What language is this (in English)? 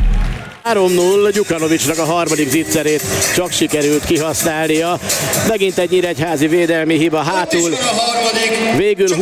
Hungarian